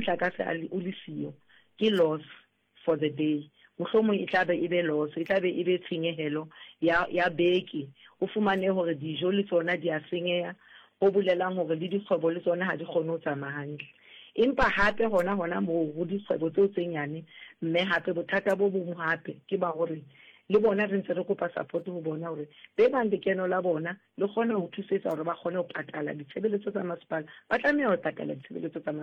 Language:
Southern Sotho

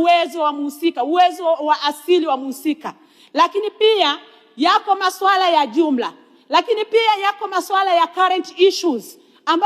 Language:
Swahili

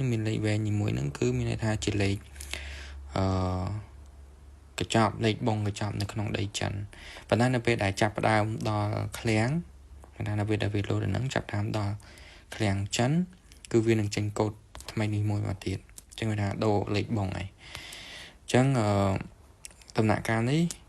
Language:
Khmer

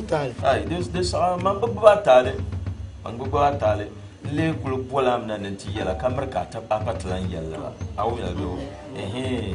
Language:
Dagbani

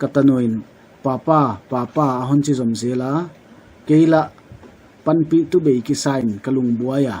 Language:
Paite Chin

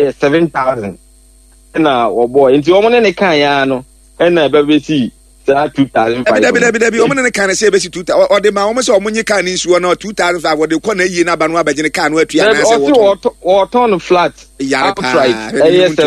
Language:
Akan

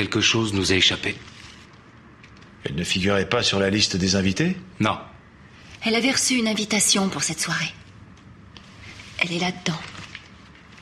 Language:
French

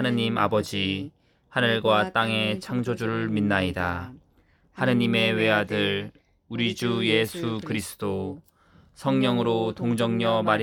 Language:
Korean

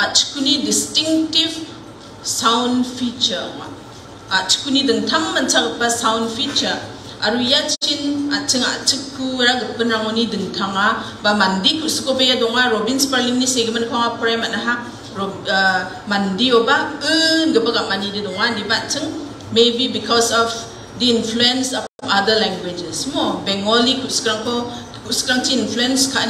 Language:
Garo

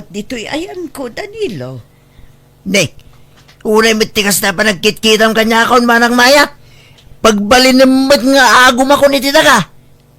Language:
Iloko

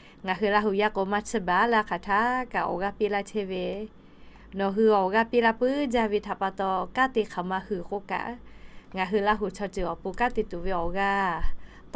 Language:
Lahu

